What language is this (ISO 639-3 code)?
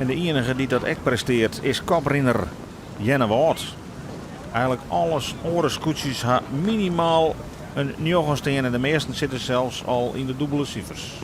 fry